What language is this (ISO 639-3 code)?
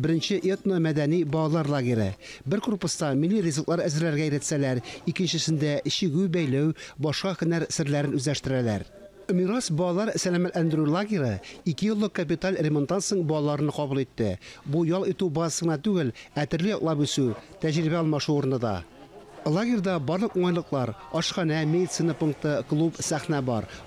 tat